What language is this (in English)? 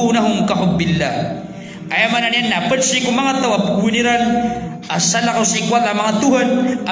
Maranao